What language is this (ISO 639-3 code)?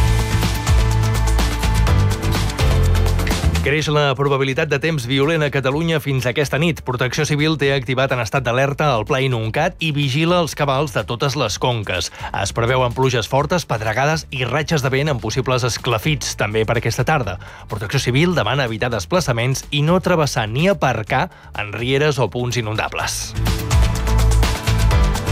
cat